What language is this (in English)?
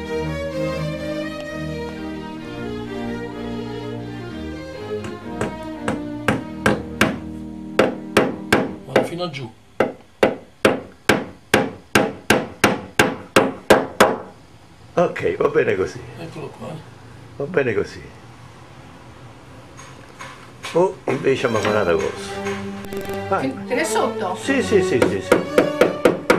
Italian